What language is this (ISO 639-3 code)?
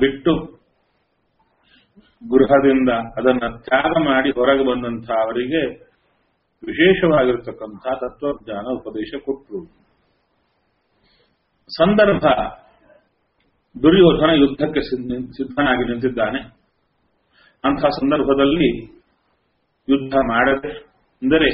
kan